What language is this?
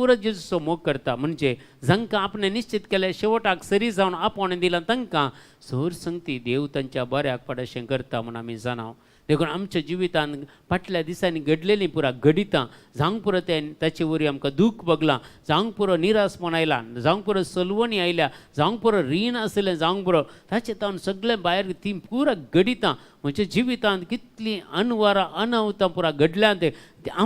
Konkani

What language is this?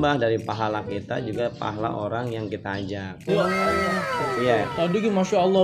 Betawi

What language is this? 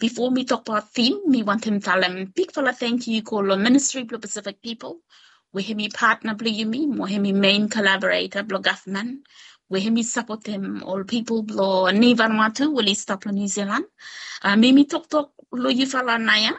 Bislama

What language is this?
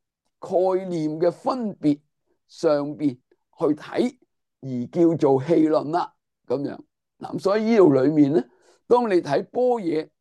Cantonese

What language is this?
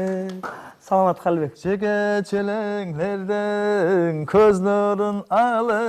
Kara-Kalpak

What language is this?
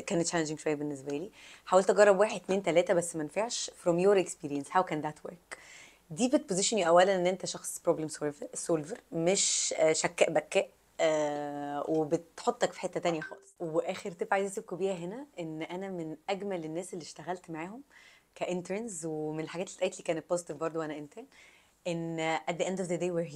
Egyptian Arabic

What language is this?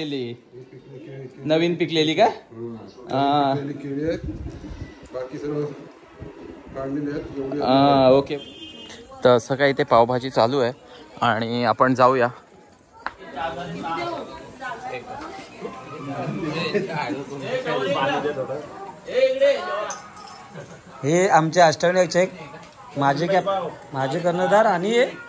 Marathi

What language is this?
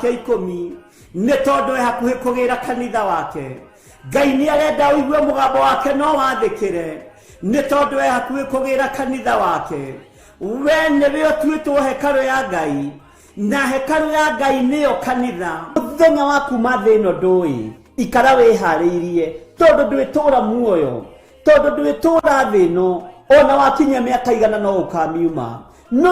Kikuyu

